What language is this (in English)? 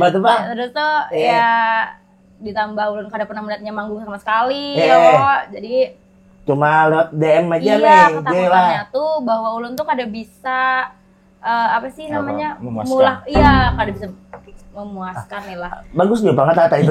Banjar